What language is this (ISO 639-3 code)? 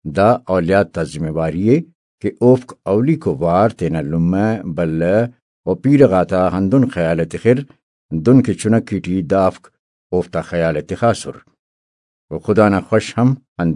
brh